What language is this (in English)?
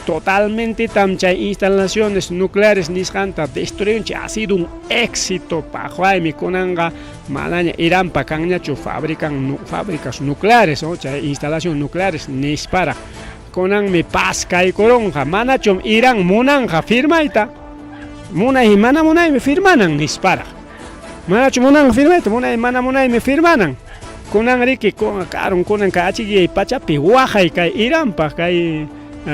Ayacucho Quechua